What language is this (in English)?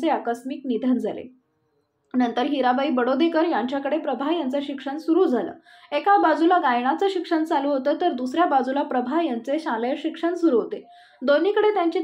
Marathi